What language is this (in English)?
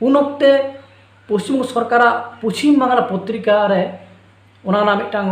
Santali